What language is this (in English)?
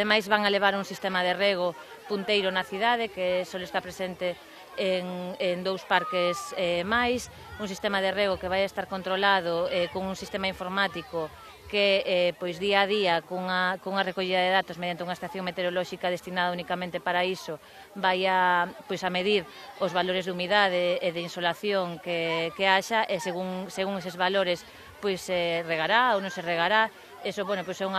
Galician